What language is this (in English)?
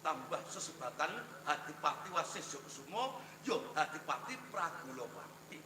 Javanese